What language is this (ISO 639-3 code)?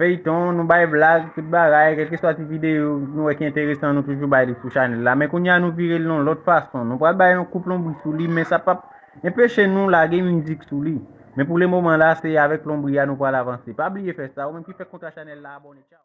hat